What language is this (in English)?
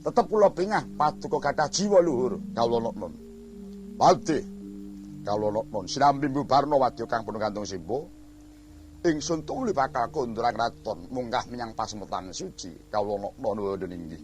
Javanese